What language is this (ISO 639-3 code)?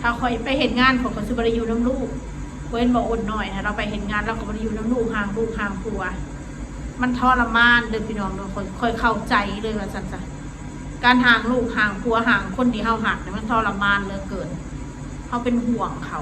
tts